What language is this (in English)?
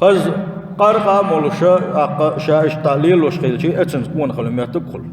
Chechen